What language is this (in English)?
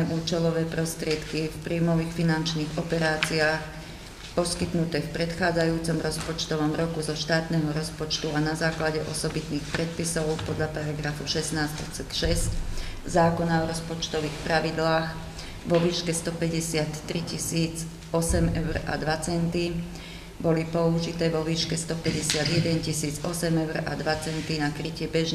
Slovak